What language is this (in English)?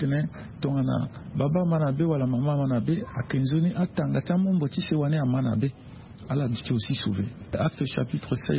Sango